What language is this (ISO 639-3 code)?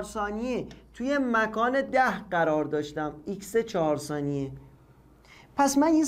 fas